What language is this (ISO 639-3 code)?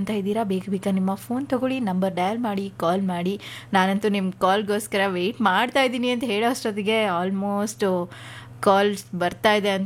kan